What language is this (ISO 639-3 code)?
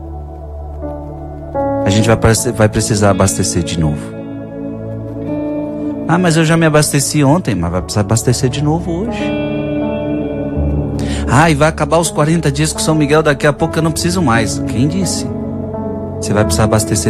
por